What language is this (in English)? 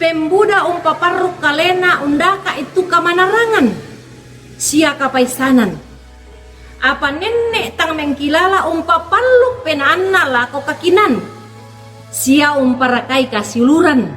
Toraja-Sa'dan